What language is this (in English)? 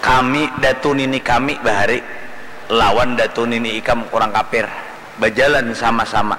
Banjar